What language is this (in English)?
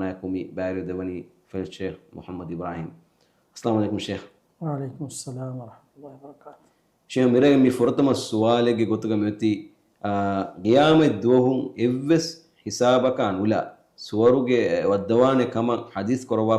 Divehi